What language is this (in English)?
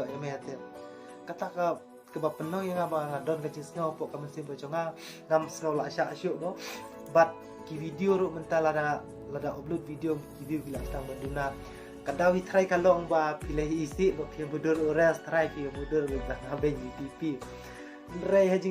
Khasi